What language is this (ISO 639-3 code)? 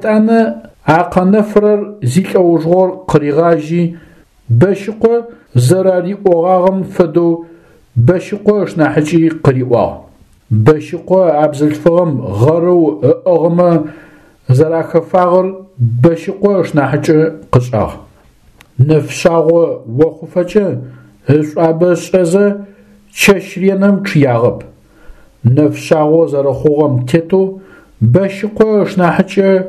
ady